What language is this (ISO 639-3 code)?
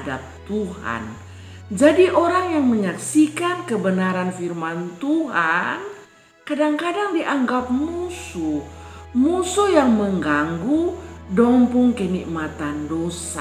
mkn